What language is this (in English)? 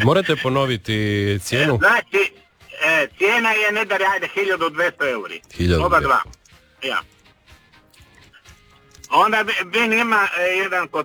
Croatian